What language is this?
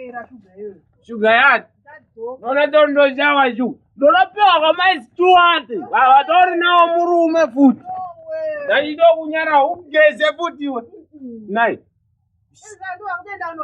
Shona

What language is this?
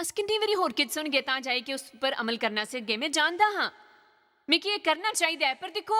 Dogri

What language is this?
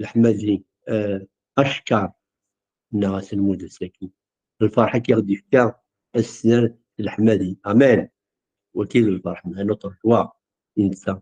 Kabyle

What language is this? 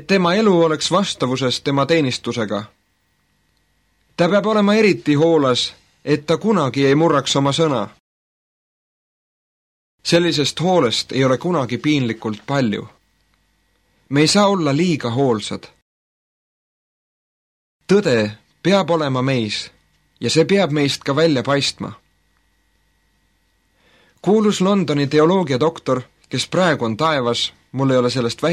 Estonian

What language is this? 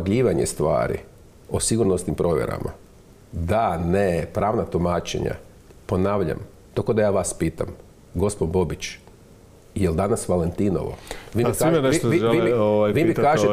Croatian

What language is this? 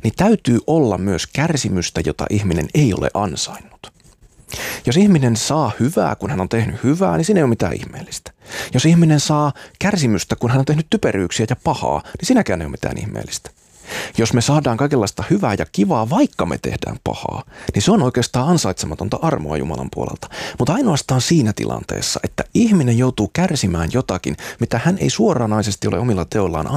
Finnish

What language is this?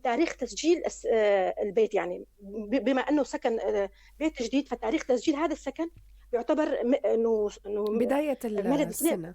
North Levantine Arabic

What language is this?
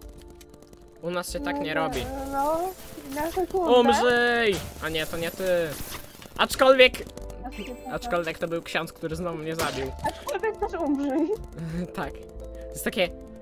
Polish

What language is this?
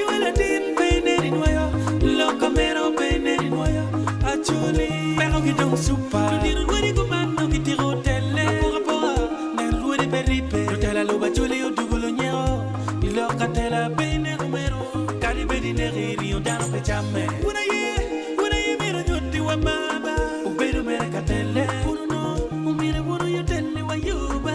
Acoli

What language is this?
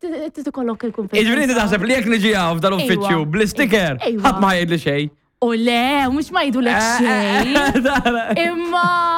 Maltese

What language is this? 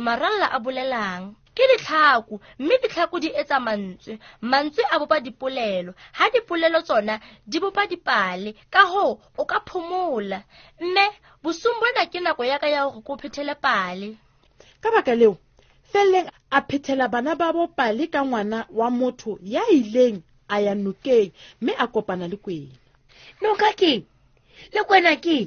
Southern Sotho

